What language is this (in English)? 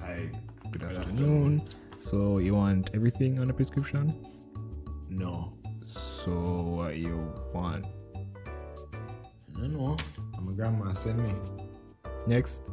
Jamaican Creole English